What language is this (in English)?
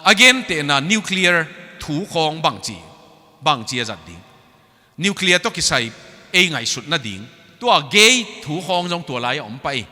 Tedim Chin